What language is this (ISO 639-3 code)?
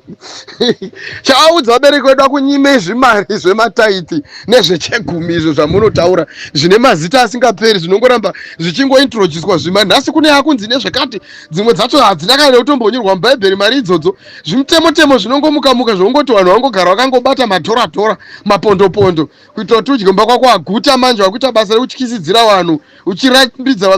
sna